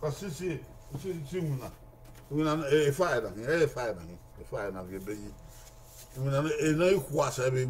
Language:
Bini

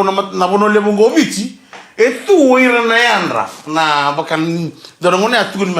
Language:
Fijian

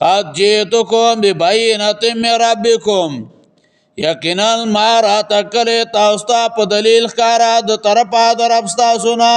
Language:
Pashto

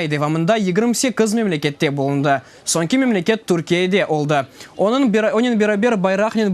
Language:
Crimean Tatar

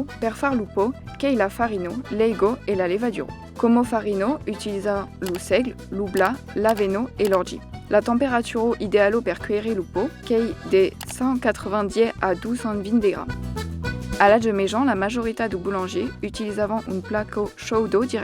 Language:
Occitan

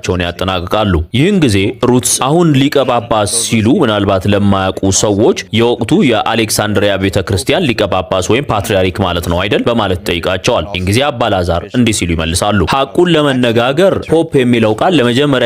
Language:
Amharic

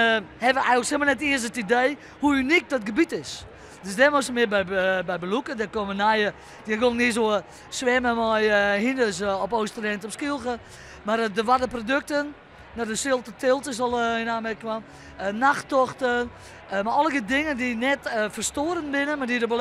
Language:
Western Frisian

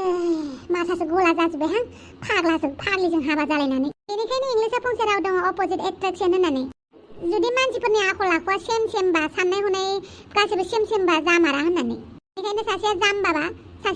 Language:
Bodo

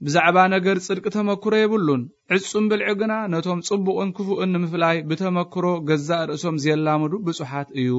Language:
Tigrinya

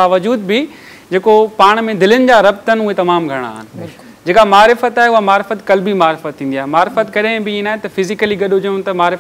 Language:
Sindhi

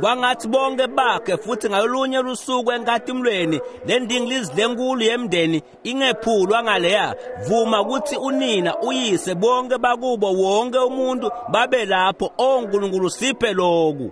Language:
Swati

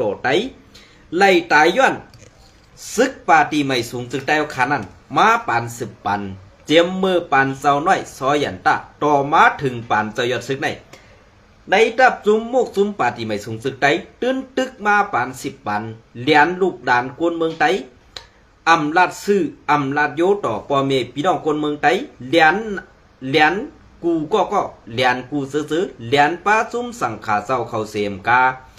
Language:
Shan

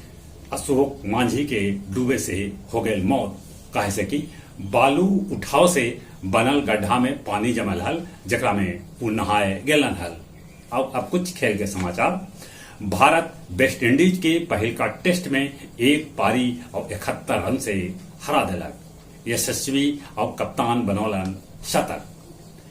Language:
Magahi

